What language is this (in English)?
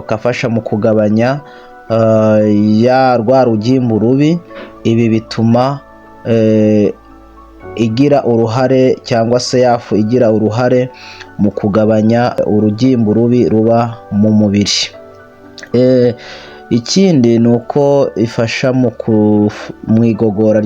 Kinyarwanda